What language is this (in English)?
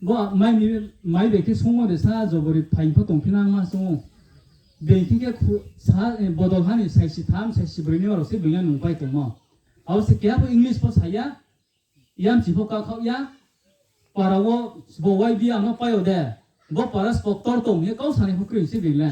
Riang (India)